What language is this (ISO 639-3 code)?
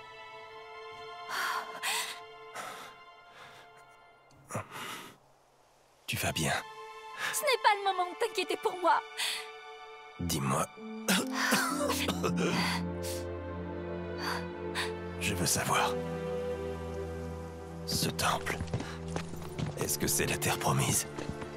fra